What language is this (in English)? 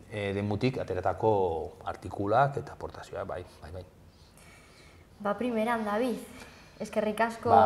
Basque